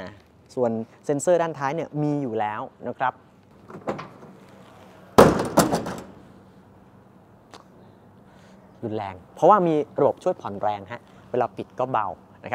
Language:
Thai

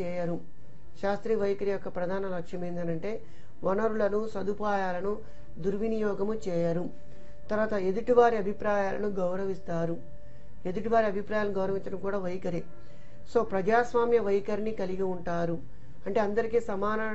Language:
Telugu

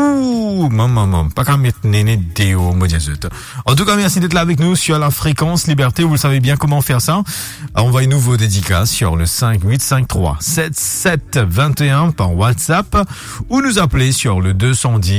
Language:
Morisyen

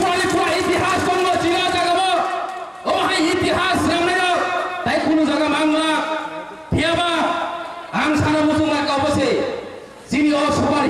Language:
Kok Borok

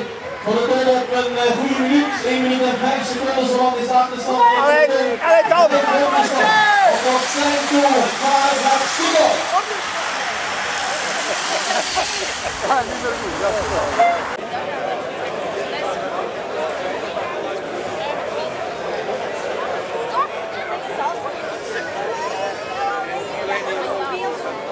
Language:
Dutch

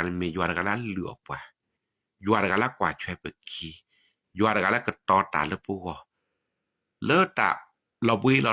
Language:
S'gaw Karen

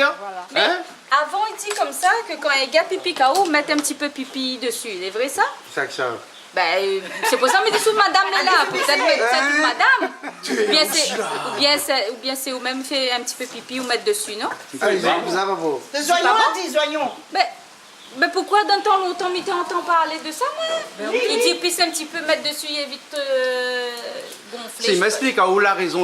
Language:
Réunion Creole French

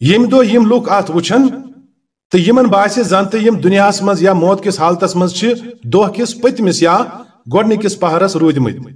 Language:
Kashmiri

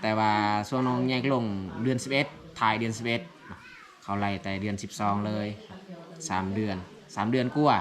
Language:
Lao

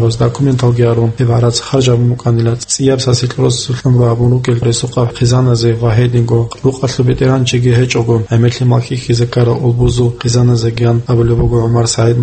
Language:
Avaric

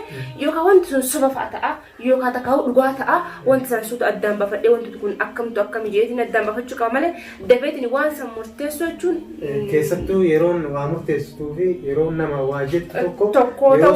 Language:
Oromo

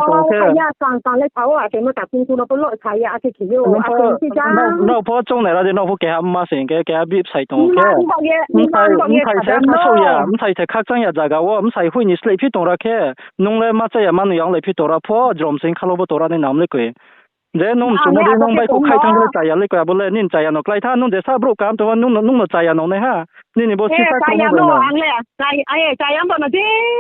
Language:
Riang (India)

